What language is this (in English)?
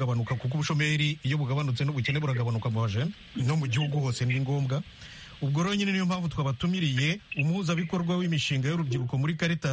Kinyarwanda